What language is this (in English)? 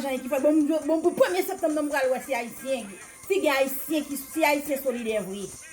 Haitian Creole